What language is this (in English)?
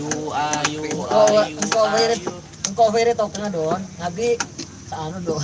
Madurese